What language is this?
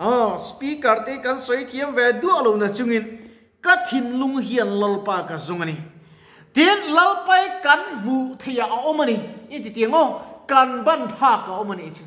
Mizo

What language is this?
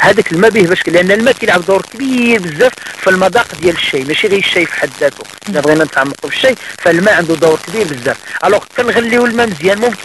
Moroccan Arabic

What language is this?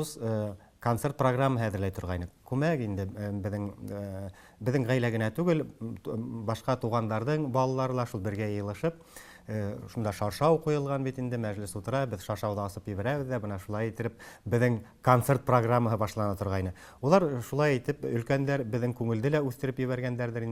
Tatar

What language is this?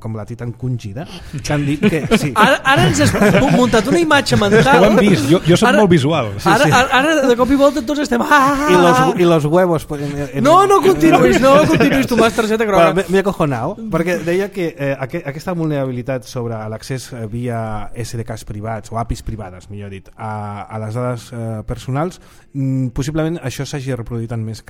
Catalan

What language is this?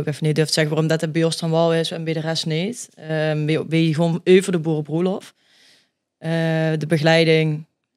Limburgish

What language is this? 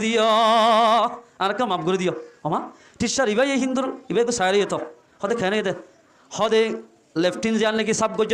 Rohingya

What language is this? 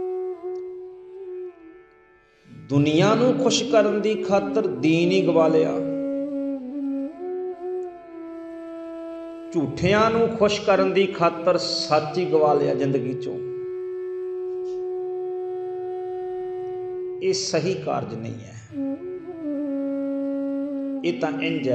Punjabi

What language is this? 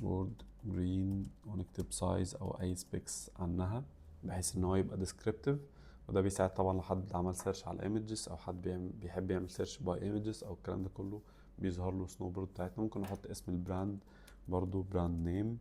Egyptian Arabic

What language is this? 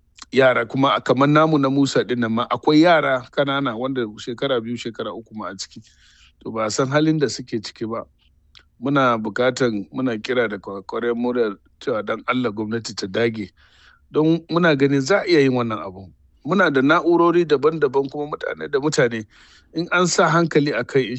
Hausa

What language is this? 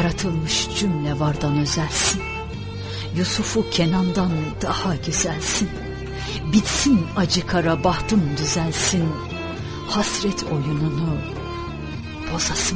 Turkish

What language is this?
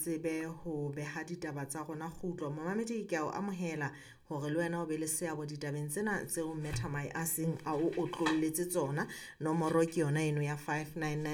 Southern Sotho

